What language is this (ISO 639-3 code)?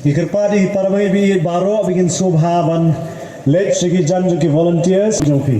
kha